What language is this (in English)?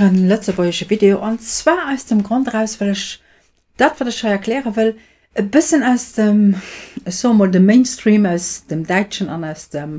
Luxembourgish